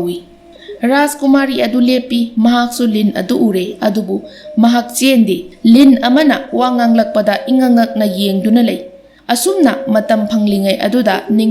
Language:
Manipuri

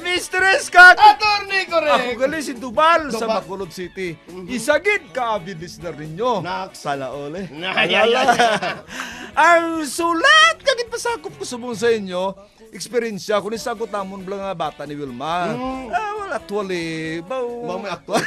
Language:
Hiligaynon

